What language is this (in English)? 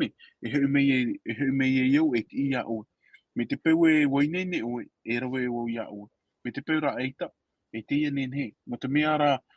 Tahitian